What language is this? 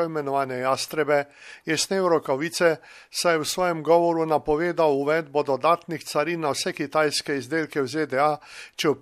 Slovenian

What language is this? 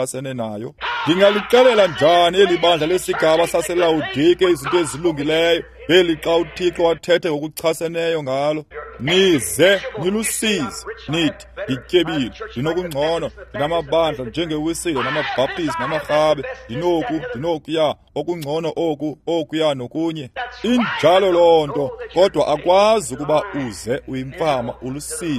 Xhosa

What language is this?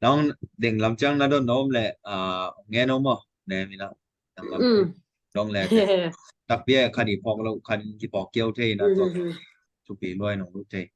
Tedim Chin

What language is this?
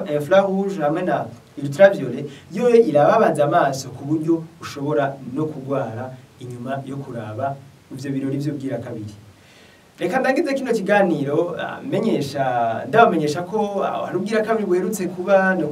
Rundi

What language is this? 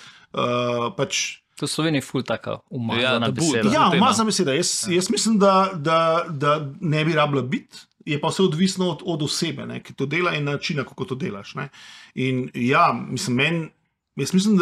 Slovenian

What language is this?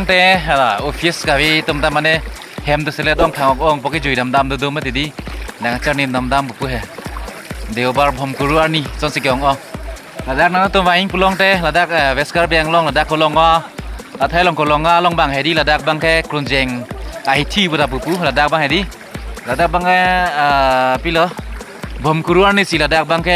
Karbi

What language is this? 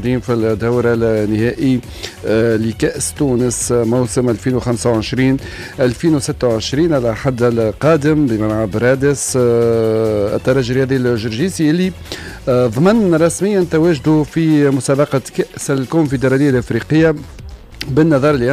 Tunisian Arabic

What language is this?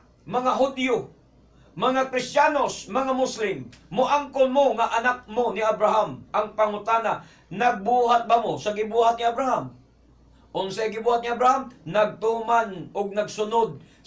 Cebuano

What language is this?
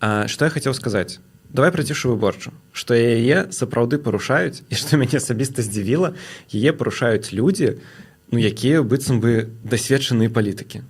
Belarusian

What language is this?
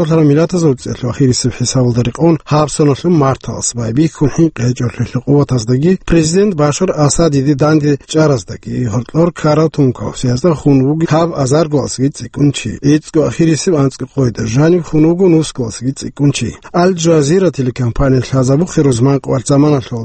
Avaric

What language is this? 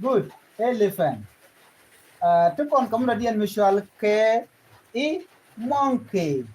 Nuer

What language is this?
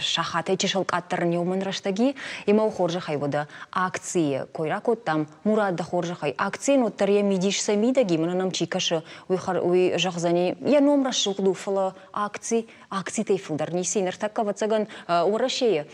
Ossetic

